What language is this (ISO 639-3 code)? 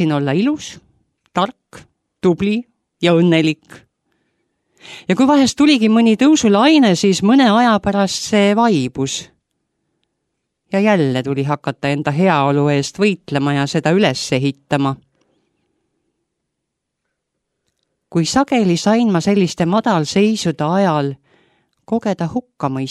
est